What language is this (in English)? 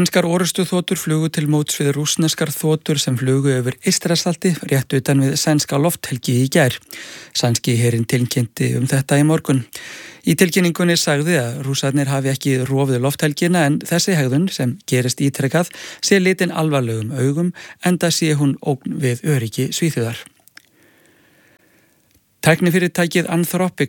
Icelandic